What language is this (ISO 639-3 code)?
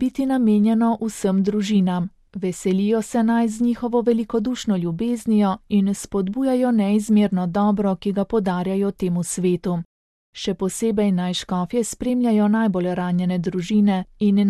slv